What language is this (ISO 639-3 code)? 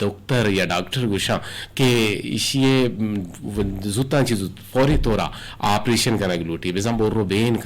bgp